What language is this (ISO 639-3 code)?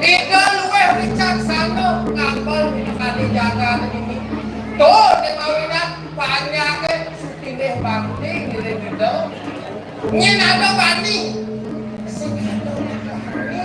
ban